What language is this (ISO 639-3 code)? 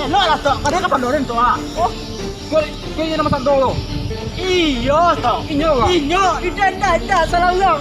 min